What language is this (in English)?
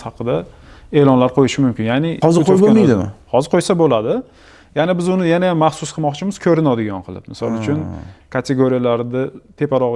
Uzbek